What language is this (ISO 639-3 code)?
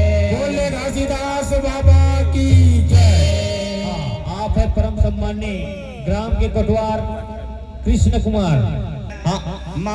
hne